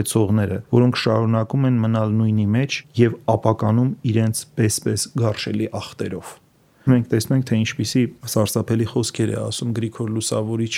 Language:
Armenian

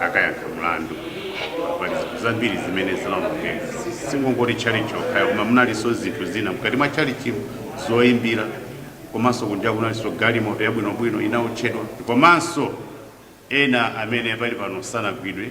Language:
Nyanja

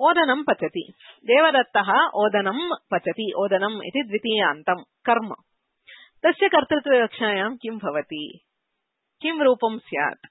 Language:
Sanskrit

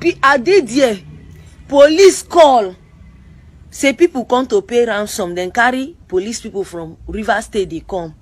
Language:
Nigerian Pidgin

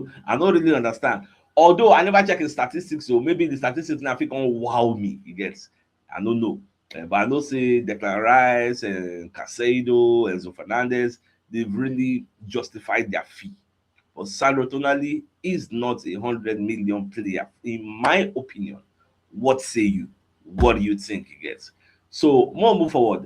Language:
Nigerian Pidgin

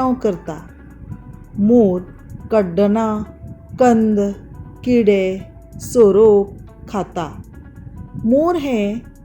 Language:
Konkani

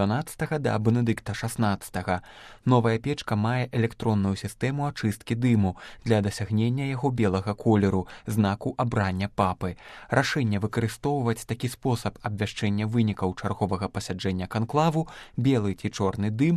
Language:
Belarusian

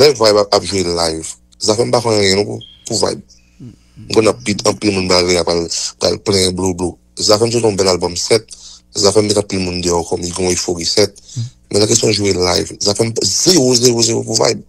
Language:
Haitian Creole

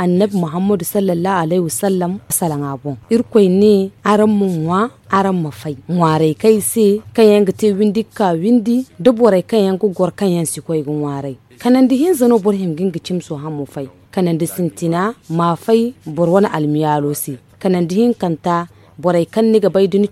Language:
Zarma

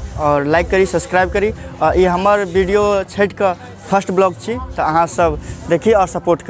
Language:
Maithili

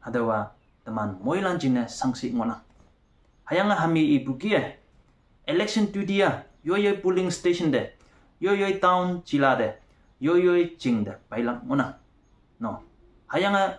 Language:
Konyak Naga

